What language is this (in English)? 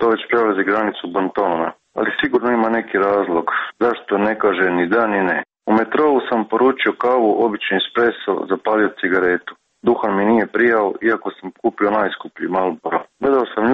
Croatian